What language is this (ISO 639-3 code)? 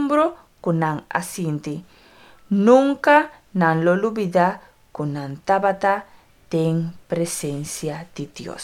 pap